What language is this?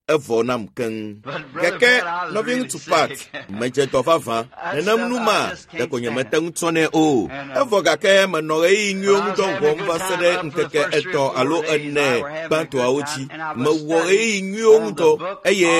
Ewe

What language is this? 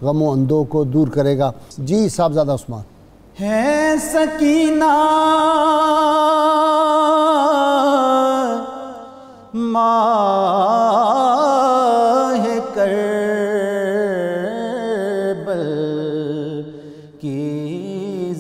Urdu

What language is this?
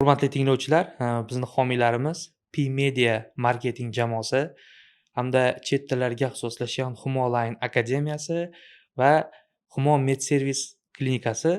Uzbek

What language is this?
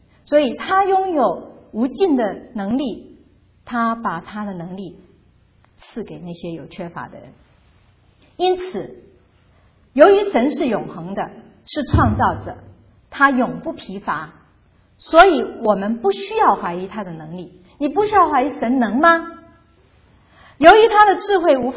Chinese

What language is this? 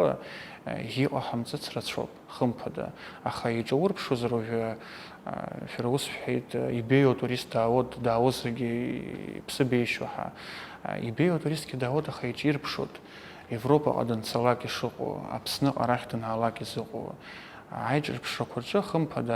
Abkhazian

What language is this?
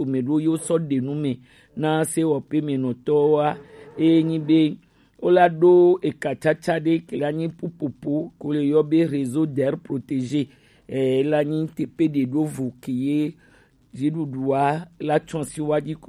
Gen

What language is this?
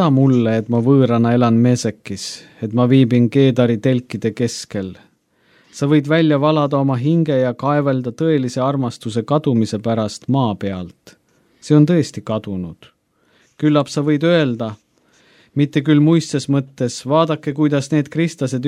Estonian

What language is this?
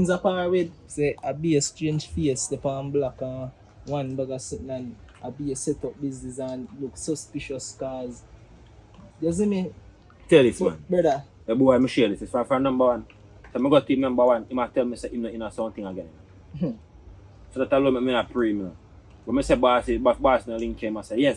Jamaican Creole English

